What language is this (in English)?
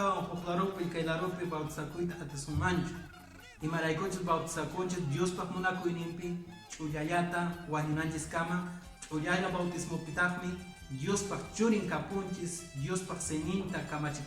Quechua